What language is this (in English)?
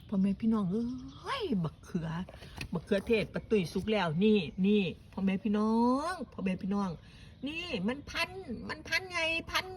Northeastern Thai